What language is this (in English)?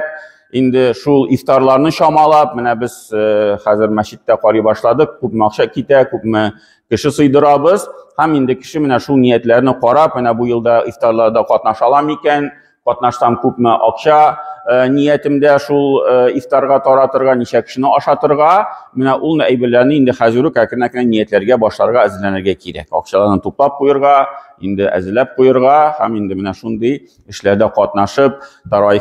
Tatar